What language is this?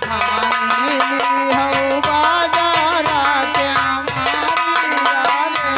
Awadhi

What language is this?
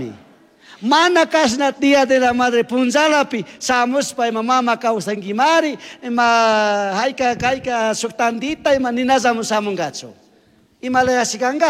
Chimborazo Highland Quichua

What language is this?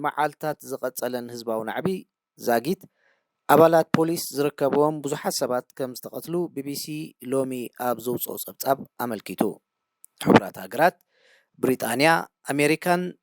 Tigrinya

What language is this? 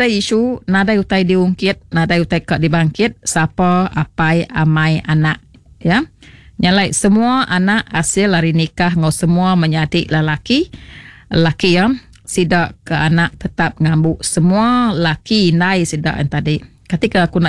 Iban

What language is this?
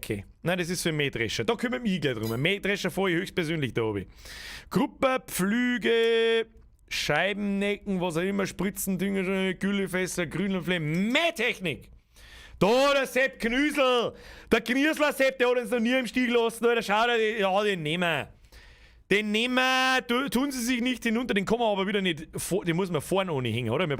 Bavarian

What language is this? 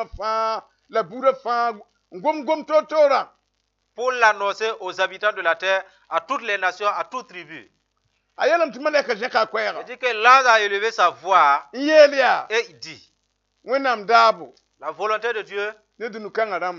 Mossi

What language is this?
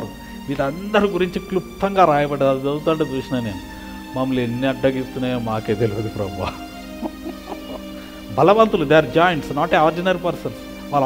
Telugu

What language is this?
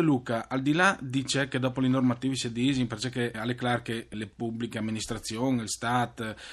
Friulian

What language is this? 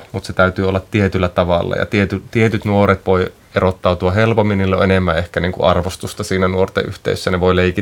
Finnish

